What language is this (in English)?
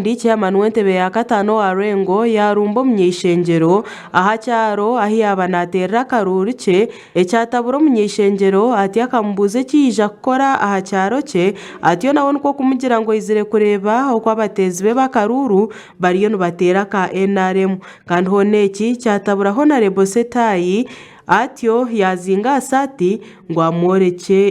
Nyankole